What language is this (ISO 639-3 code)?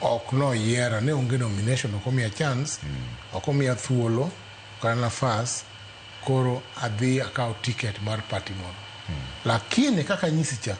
luo